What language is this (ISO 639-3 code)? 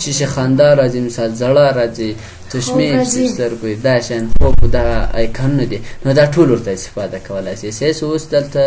pus